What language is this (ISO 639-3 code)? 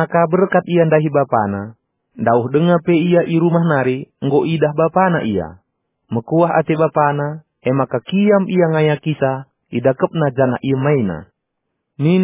btx